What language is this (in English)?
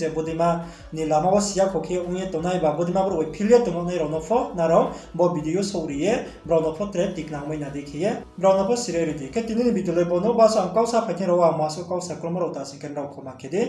Riang (India)